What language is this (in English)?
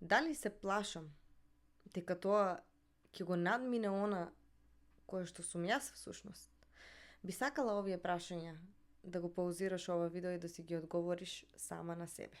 Macedonian